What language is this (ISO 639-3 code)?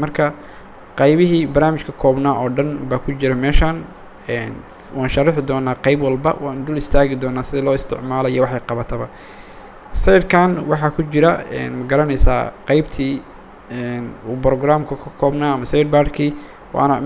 som